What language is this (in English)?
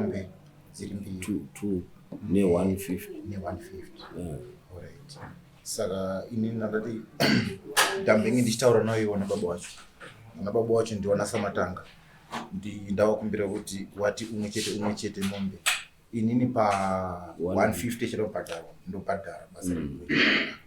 Shona